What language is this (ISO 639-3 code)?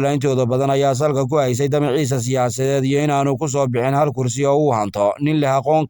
som